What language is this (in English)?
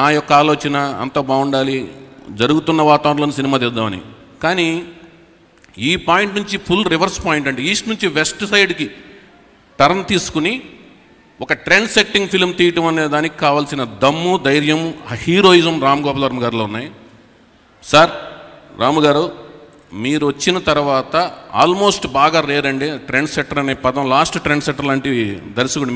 Telugu